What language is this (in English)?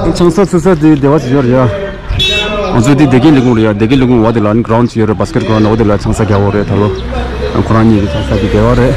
Tibetan